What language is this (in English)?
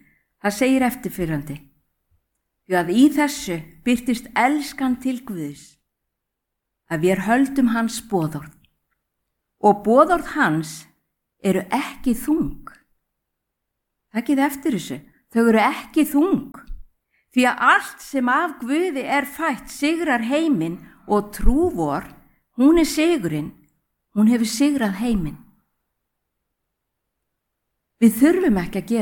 Icelandic